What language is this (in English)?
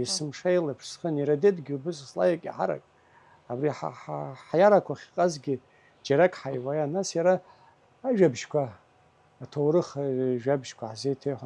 Abkhazian